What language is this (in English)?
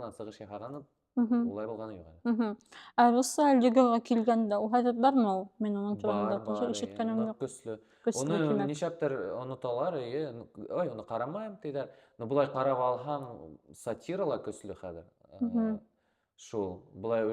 Bashkir